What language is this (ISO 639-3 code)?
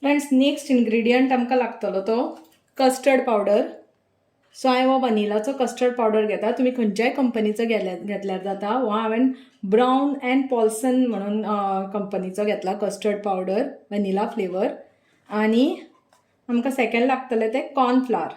kok